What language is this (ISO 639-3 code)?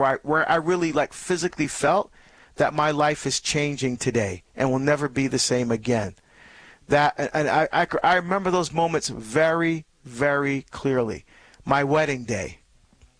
eng